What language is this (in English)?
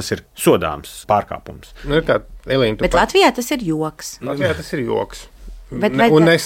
Latvian